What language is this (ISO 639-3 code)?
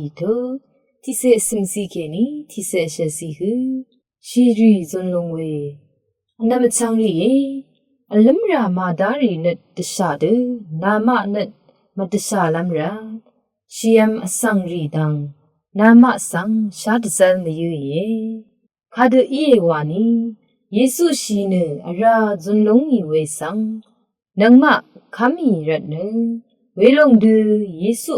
raw